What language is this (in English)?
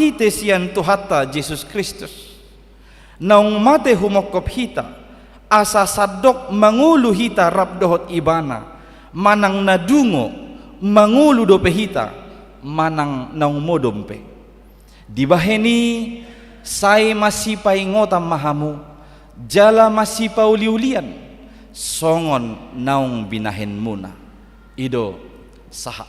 Batak Toba